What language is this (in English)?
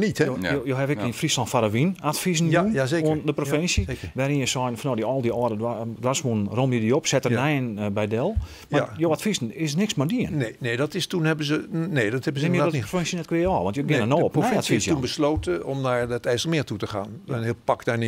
Western Frisian